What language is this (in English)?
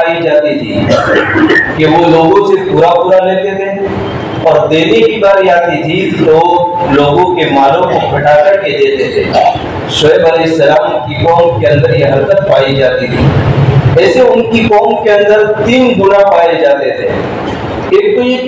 Urdu